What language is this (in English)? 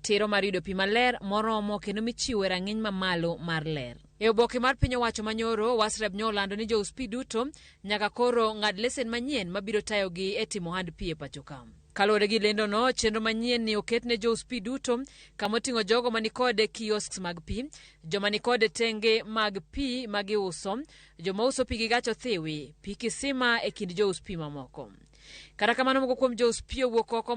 Luo (Kenya and Tanzania)